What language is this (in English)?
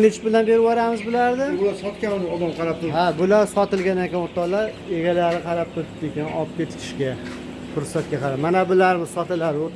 Uzbek